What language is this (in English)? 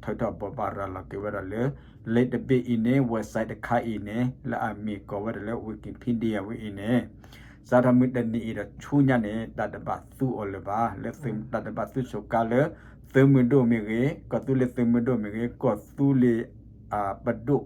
S'gaw Karen